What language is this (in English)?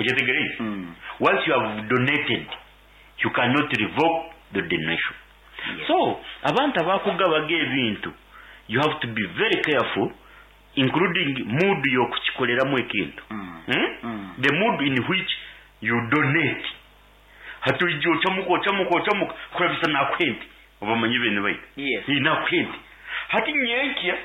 Nyoro